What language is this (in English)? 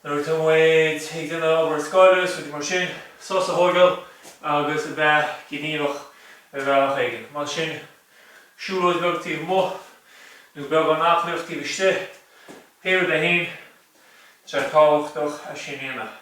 Irish